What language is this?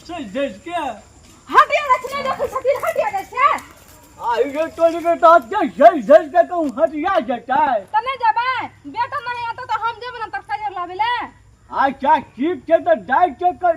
Maithili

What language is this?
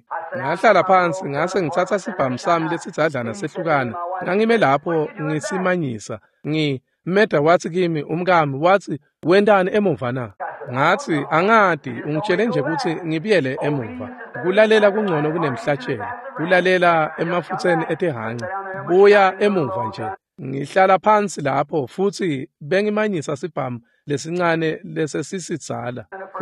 Swati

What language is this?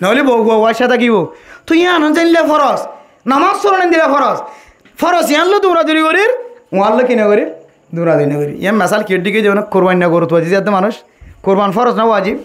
Rohingya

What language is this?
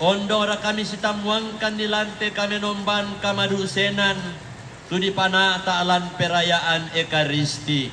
Toraja-Sa'dan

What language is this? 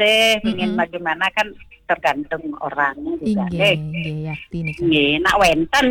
Balinese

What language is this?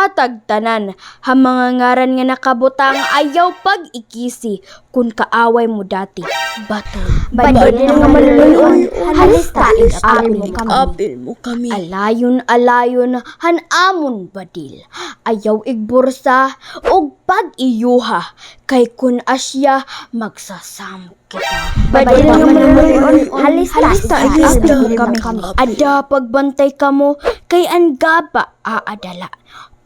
Waray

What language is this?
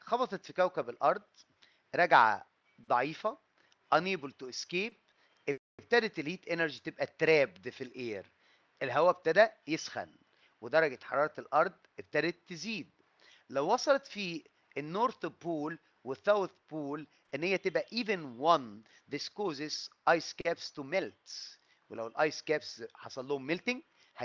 Egyptian Arabic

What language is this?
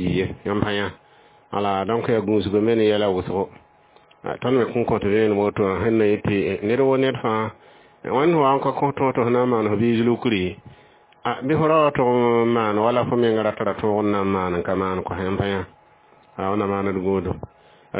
Mossi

